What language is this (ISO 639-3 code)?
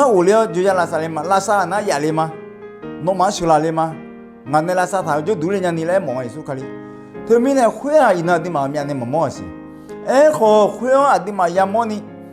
ahk